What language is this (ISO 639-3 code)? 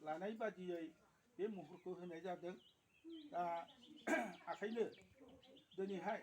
brx